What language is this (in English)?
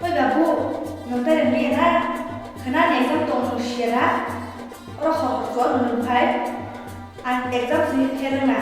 Kok Borok